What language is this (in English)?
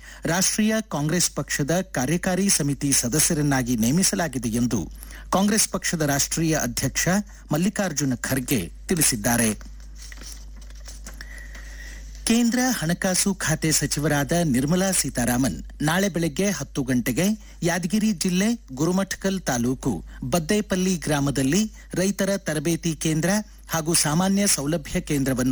Kannada